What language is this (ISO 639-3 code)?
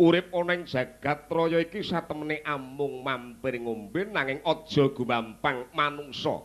jav